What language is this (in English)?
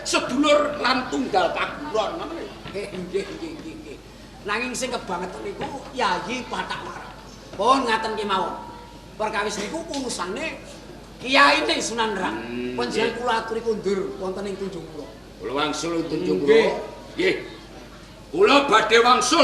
Javanese